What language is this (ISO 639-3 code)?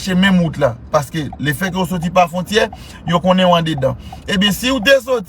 hat